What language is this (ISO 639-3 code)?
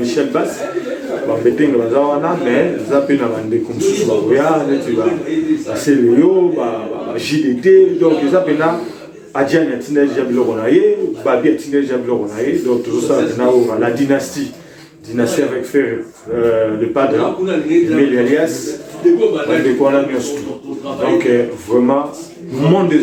lin